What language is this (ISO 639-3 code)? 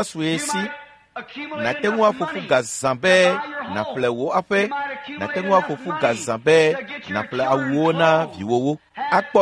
ewe